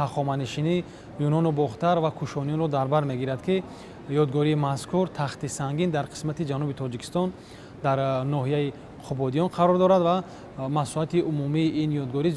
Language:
Tajik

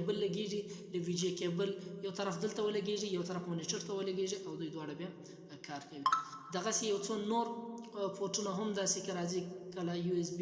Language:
Pashto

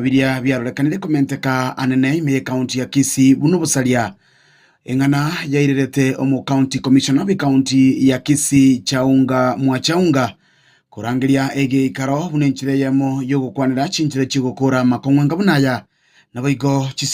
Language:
Gusii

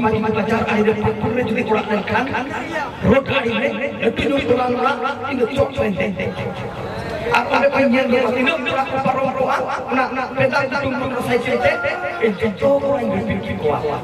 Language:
Santali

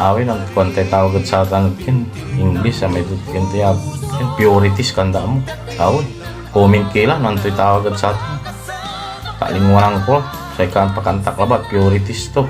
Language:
Pangasinan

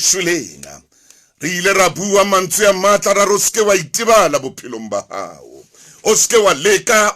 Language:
Southern Sotho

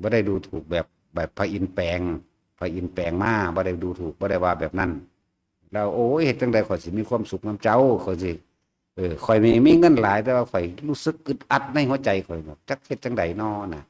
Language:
Northeastern Thai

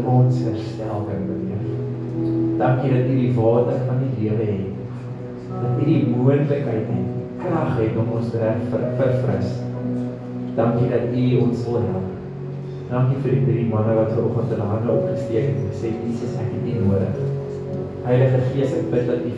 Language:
Afrikaans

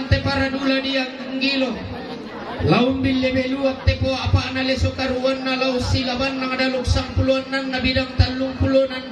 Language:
Toraja-Sa'dan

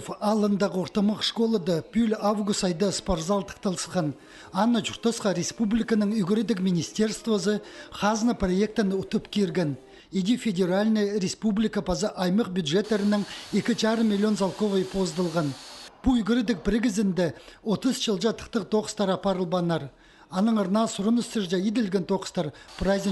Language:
Khakas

